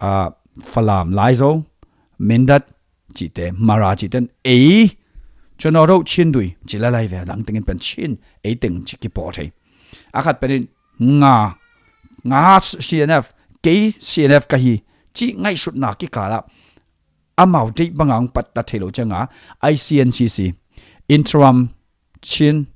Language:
Tedim Chin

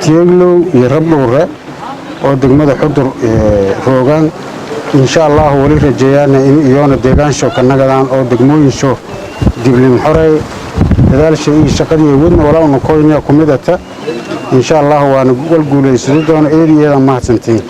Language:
Somali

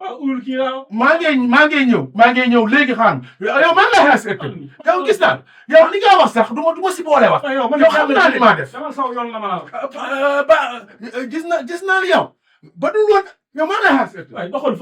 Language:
Wolof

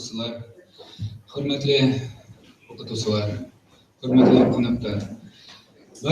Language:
Bashkir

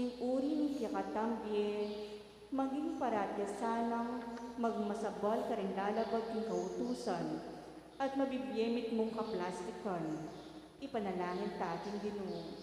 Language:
Pampanga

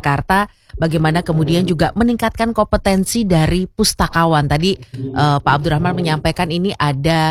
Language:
Indonesian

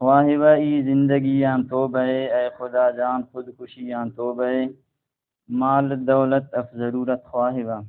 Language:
Brahui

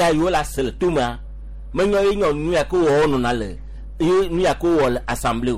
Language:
Gen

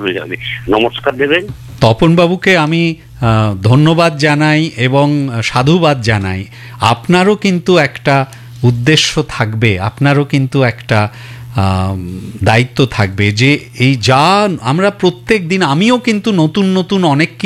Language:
Bangla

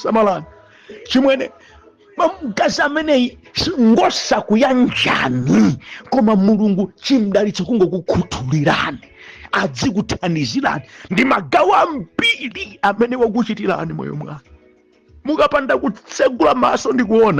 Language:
Nyanja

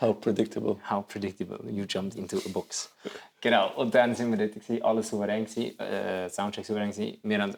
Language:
Swiss German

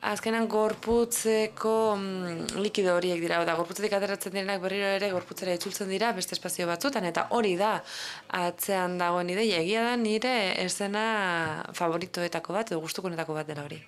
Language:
Basque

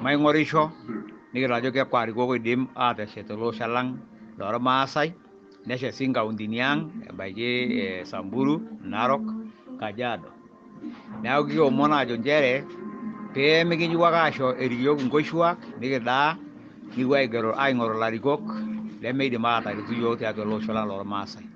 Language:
Masai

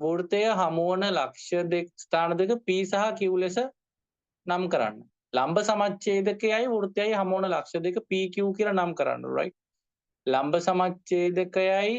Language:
Sinhala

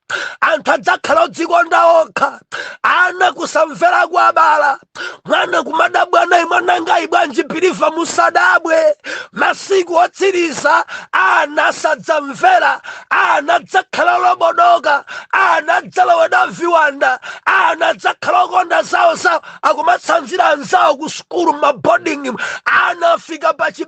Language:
Nyanja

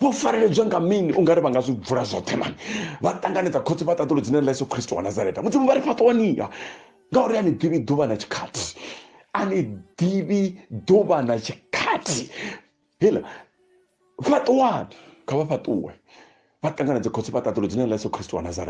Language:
Venda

